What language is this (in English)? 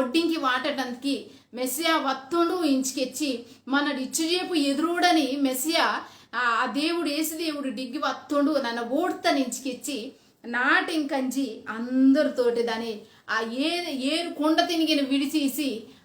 Koya